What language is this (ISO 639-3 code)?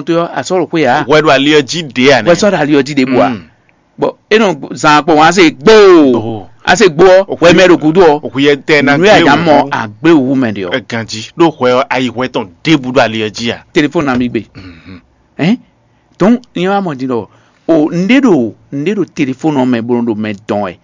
fon